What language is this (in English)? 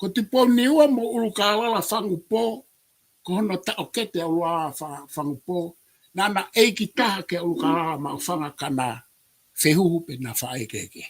Tongan